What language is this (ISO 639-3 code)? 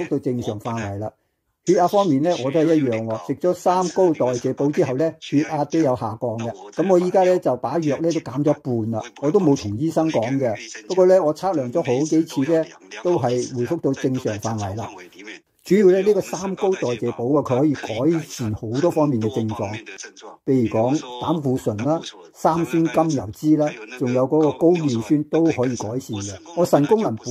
yue